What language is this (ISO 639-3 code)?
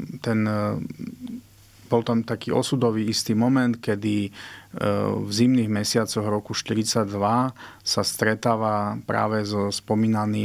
slk